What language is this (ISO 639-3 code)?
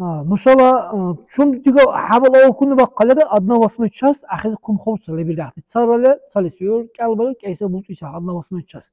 dar